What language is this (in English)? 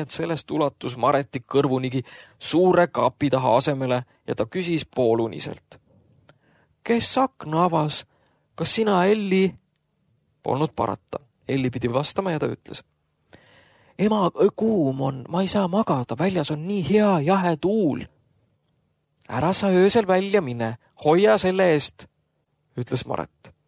Estonian